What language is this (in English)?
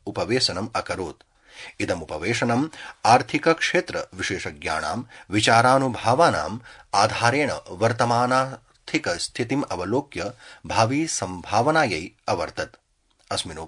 Sanskrit